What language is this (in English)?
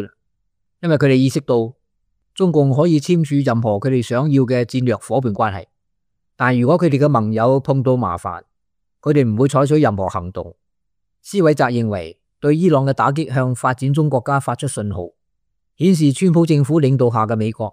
Cantonese